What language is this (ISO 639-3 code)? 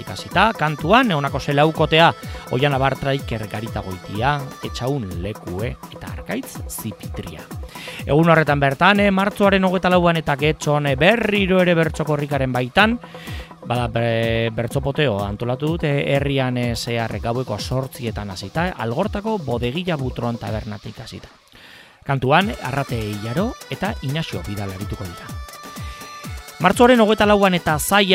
eus